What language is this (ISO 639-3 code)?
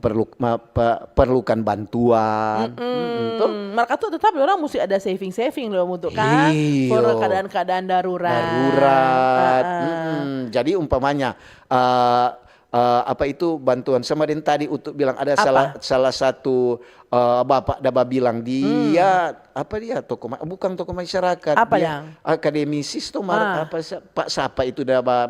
xmm